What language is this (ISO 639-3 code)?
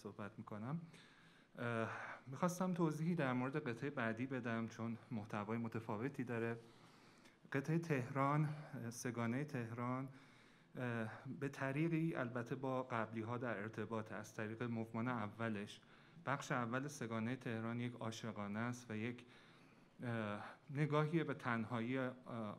fas